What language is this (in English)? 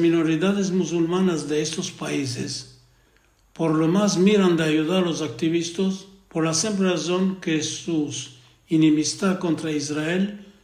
Ladino